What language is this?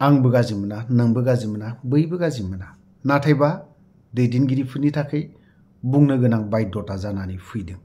Bodo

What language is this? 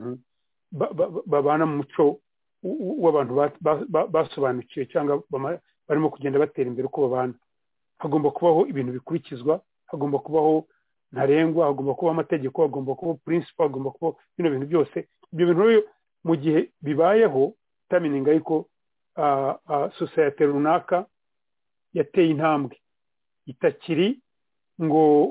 Kinyarwanda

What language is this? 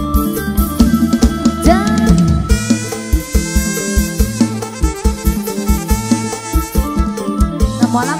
Northeastern Thai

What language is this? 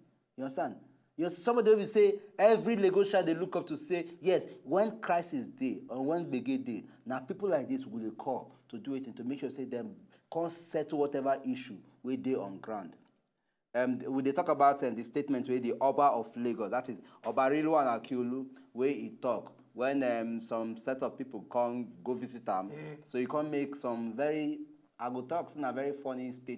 Nigerian Pidgin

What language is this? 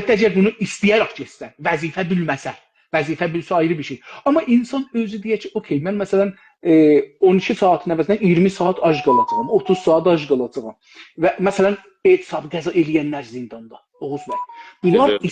South Azerbaijani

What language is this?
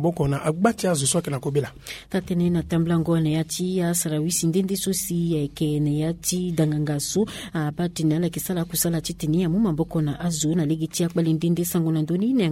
Sango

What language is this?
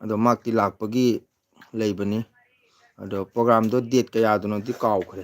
Manipuri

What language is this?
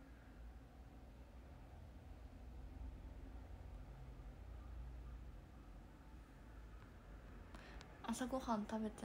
Japanese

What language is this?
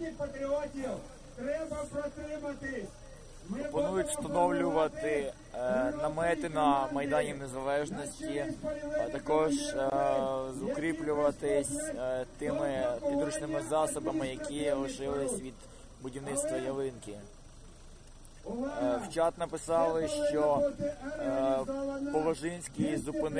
Ukrainian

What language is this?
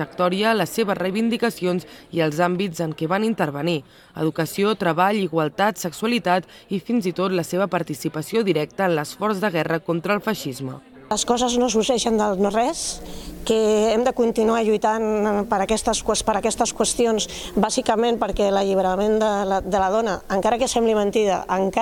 Catalan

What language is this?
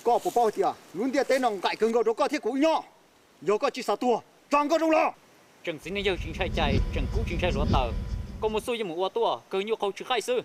Hmong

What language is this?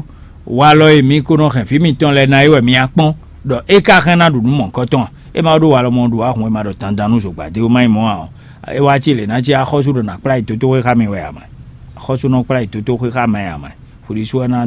Fon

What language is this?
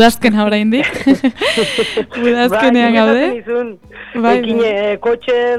Basque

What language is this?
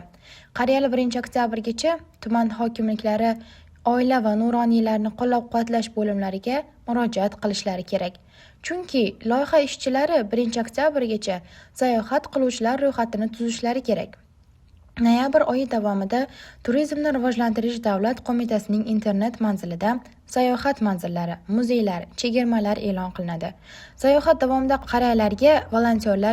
Uzbek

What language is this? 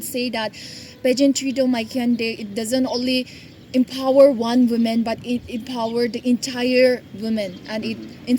Naga Pidgin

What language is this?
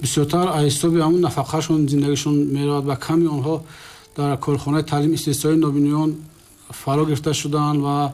Tajik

